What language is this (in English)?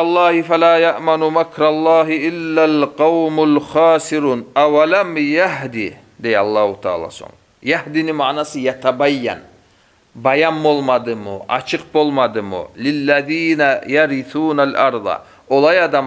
Kumyk